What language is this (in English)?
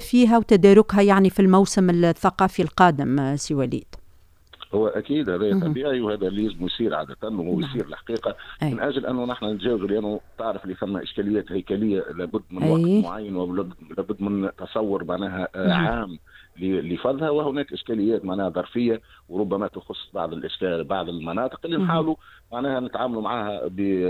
Tunisian Arabic